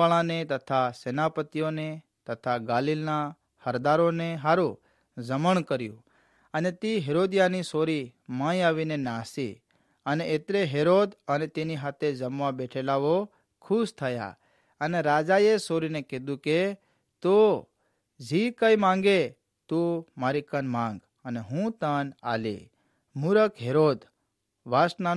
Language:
Gujarati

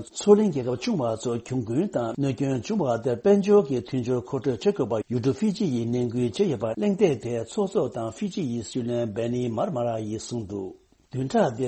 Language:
Tibetan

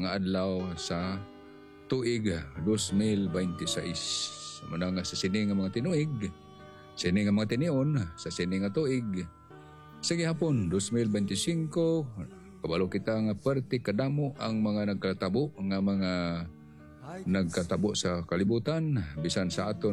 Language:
Hiligaynon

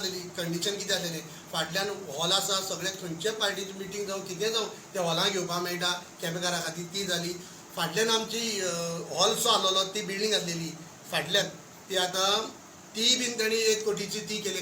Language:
Konkani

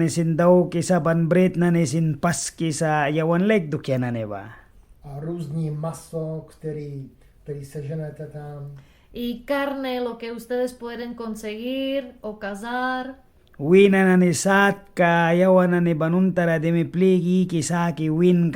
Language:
Mískito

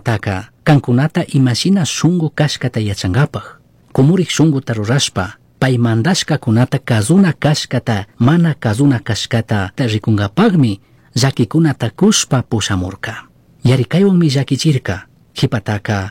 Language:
Chimborazo Highland Quichua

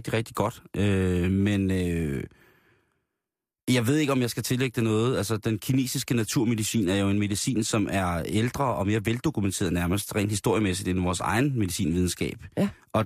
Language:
Danish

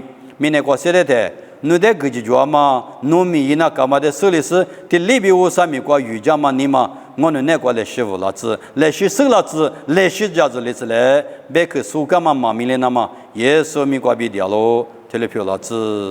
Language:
Lisu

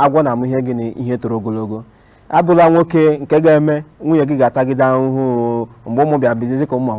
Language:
Igbo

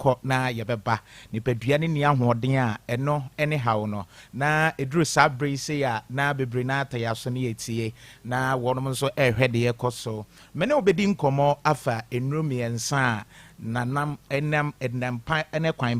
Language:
Akan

